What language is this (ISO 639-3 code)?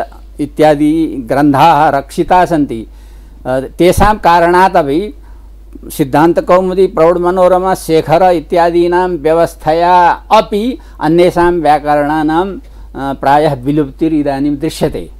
san